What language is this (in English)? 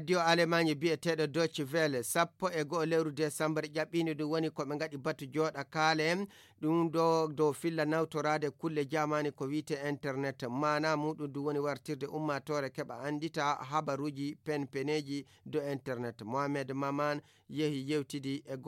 Fula